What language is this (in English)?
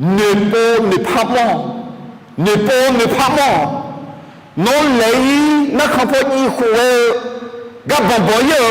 Akha